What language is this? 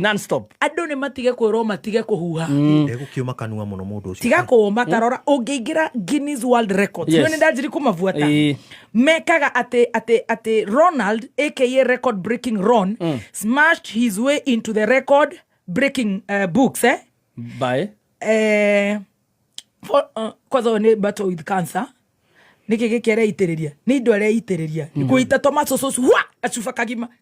Kikuyu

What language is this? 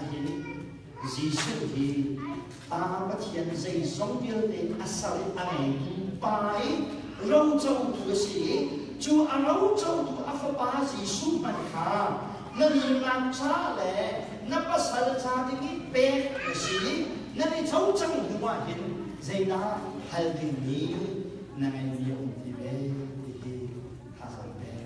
Hakha Chin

